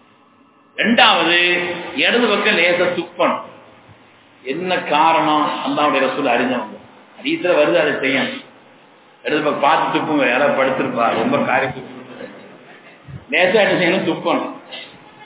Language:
Tamil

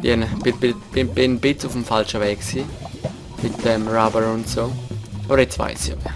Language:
Swiss German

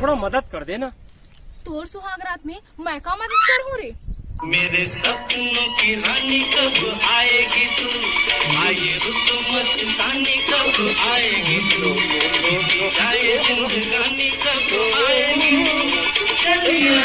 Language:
Chhattisgarhi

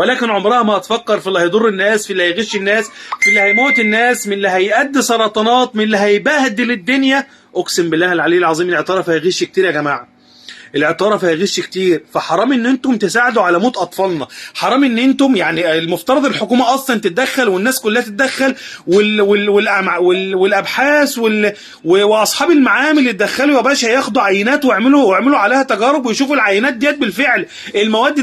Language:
Egyptian Arabic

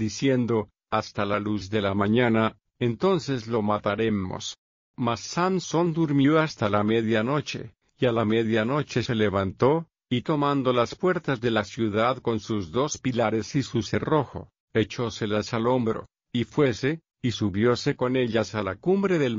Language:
Spanish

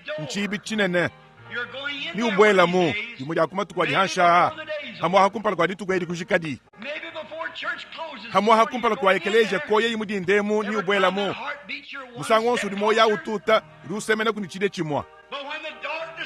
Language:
Luba-Lulua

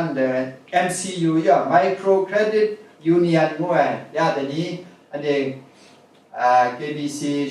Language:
Kachin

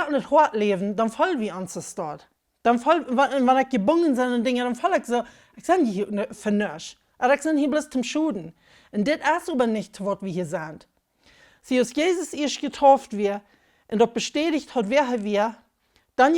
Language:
Plautdietsch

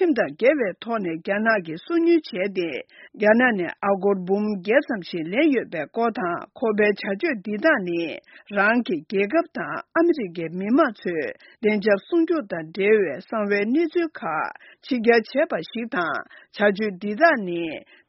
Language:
Tibetan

